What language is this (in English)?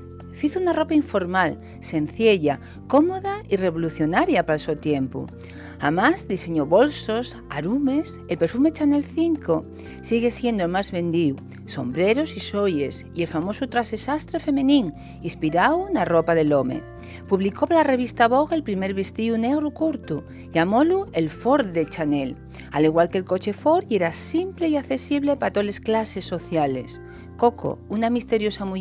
Asturian